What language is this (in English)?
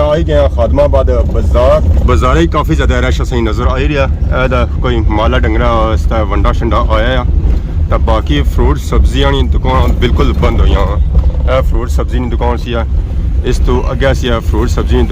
Pahari-Potwari